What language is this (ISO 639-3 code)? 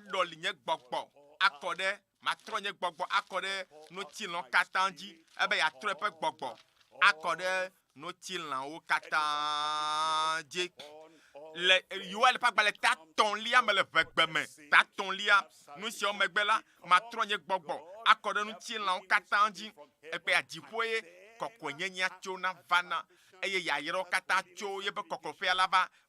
ewe